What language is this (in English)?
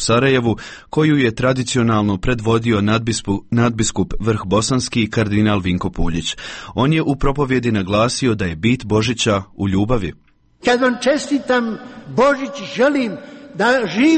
Croatian